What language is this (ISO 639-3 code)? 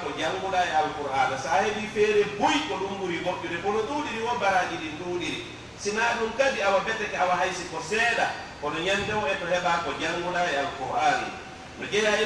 fuf